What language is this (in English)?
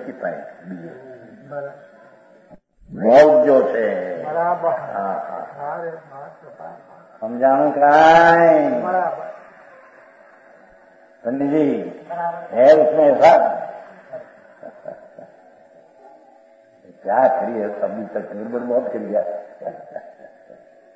Gujarati